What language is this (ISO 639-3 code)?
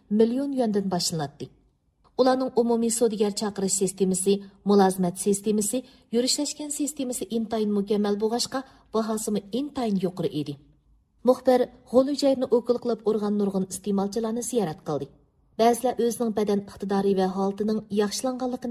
uig